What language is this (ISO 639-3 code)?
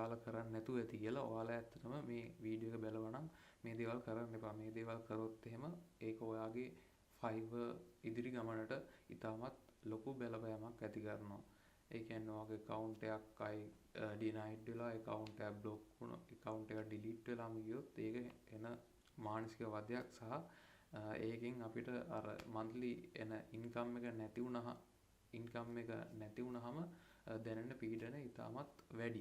sin